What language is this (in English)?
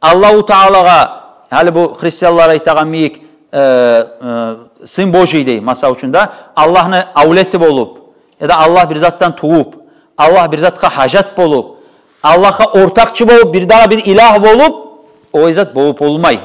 Kumyk